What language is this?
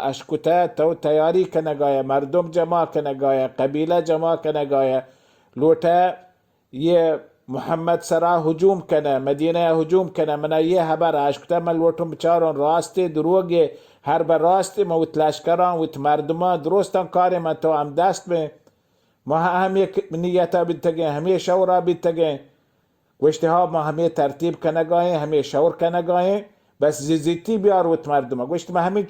Baluchi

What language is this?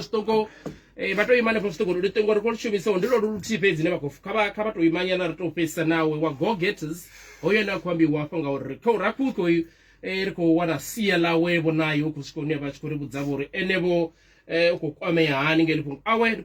Venda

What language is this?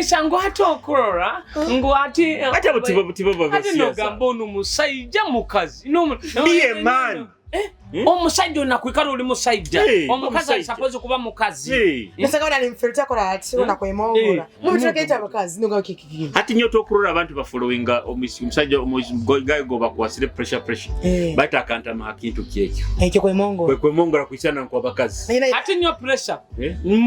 Nyoro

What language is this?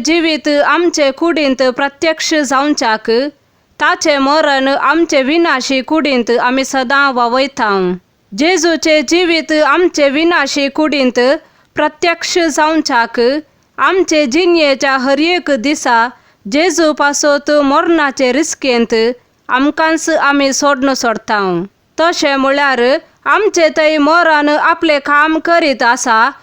Konkani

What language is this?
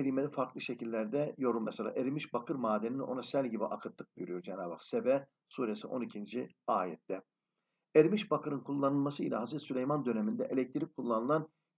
Turkish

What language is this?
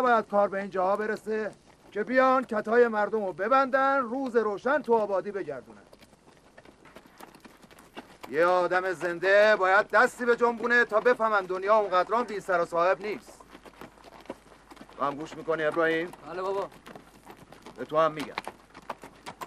Persian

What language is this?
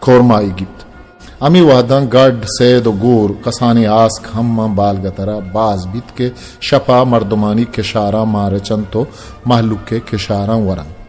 Baluchi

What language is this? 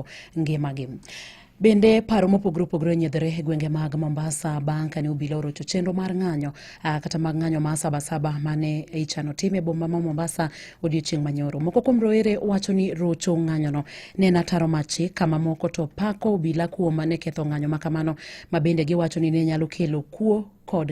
Luo (Kenya and Tanzania)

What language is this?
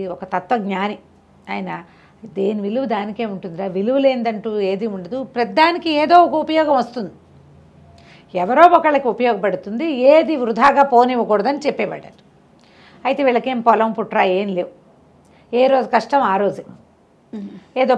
Telugu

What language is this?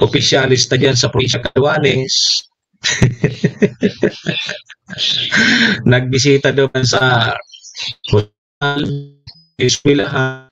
Bikol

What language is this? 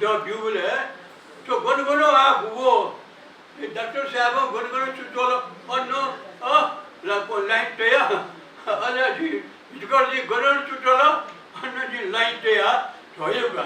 Newari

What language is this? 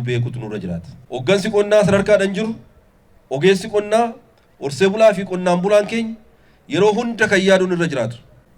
Oromo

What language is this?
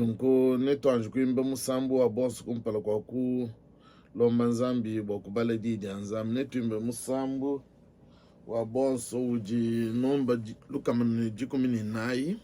Luba-Lulua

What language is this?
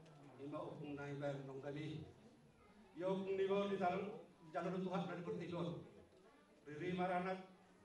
Batak Toba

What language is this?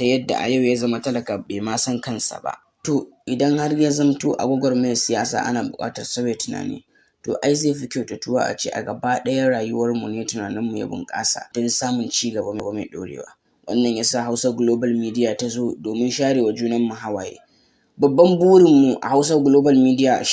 Hausa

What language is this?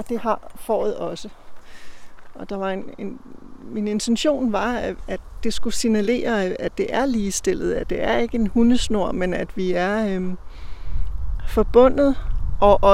Danish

